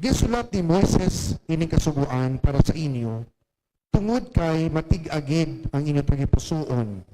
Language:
Hiligaynon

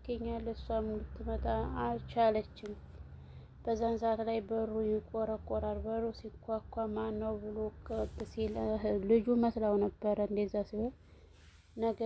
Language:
Amharic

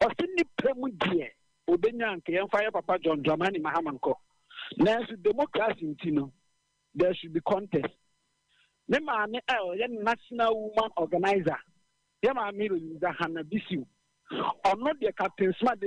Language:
Akan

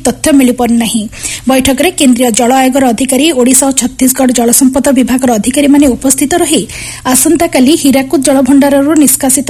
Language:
Odia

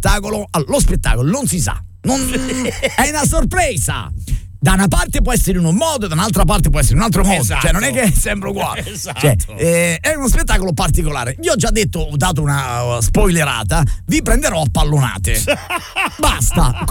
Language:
Italian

